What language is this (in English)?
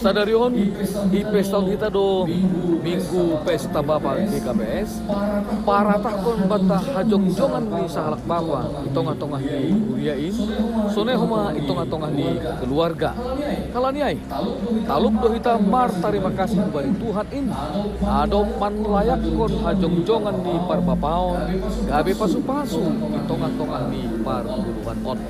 Batak Simalungun